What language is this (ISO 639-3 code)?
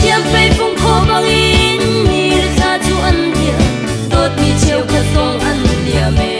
cnh